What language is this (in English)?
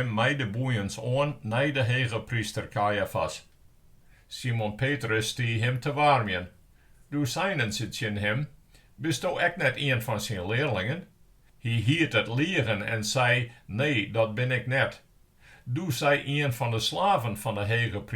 Western Frisian